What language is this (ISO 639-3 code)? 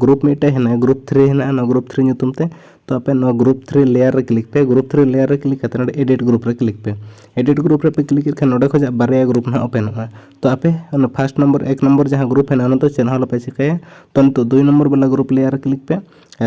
sat